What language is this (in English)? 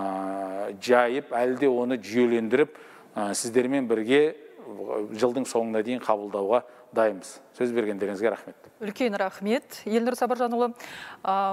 Kazakh